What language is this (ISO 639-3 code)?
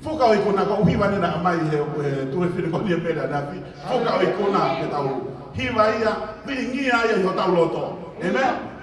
ton